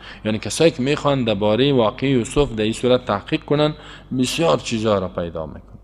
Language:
Persian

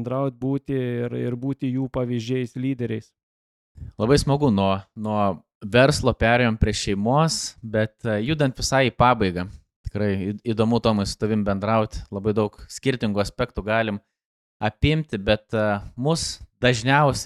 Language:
Lithuanian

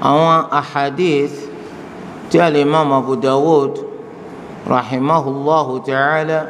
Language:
Yoruba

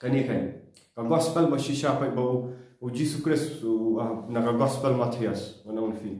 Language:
Khasi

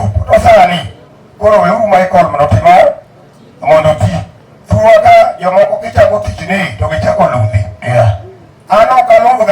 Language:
Luo (Kenya and Tanzania)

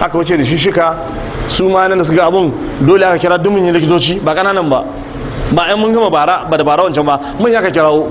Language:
Hausa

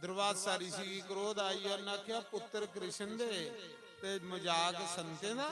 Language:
Dogri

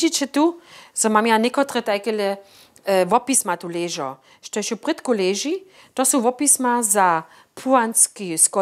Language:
Upper Sorbian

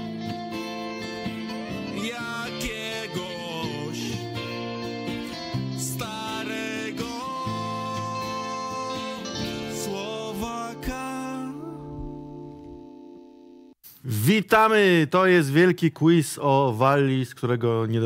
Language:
Polish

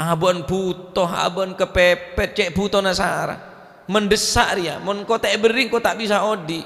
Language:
Madurese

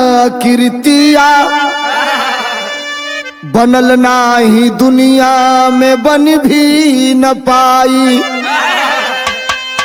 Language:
Bhojpuri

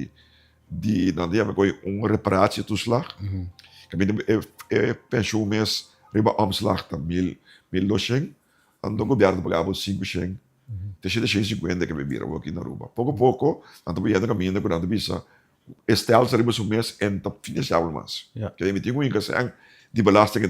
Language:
Papiamento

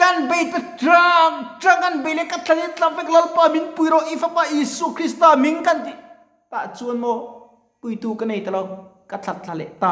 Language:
Mizo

